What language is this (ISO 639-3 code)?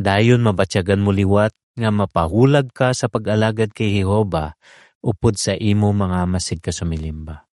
hil